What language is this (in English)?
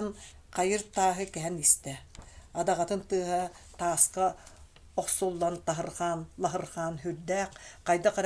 Yakut